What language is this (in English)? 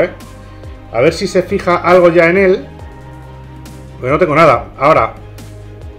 Spanish